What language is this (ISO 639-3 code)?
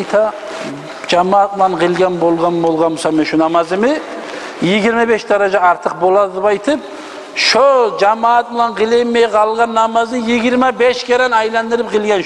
kum